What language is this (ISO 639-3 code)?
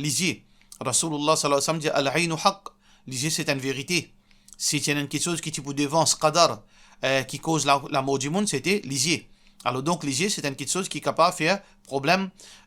mfe